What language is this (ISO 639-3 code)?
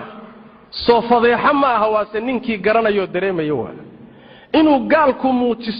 som